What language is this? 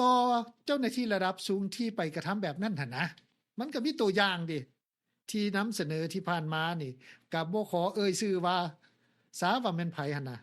Lao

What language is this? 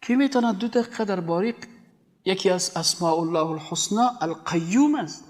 Persian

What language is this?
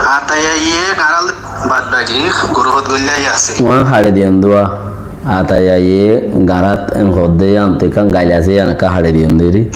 Rohingya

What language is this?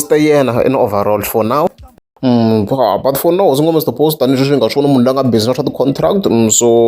Tsonga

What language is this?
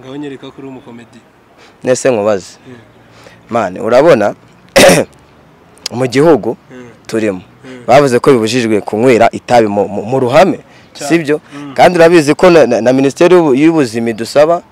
Kinyarwanda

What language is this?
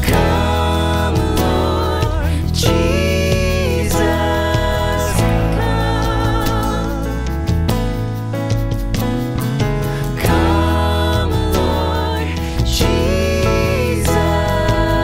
English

